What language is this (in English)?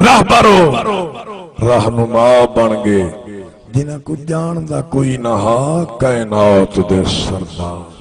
Saraiki